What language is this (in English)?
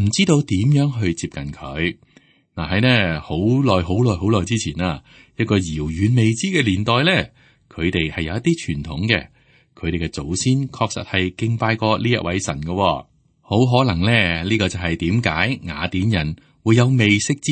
Cantonese